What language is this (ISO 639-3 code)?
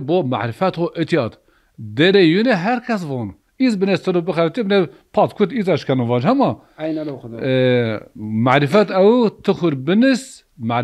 zza